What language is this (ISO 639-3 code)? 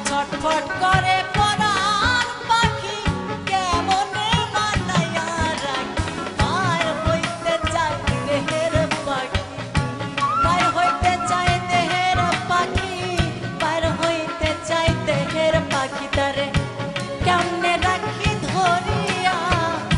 ben